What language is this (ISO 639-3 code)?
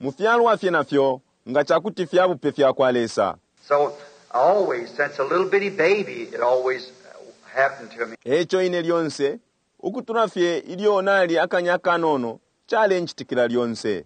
bem